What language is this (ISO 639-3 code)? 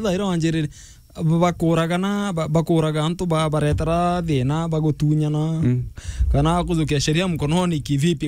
mer